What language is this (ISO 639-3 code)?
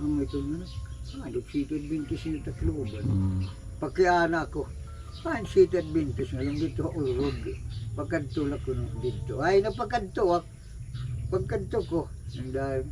war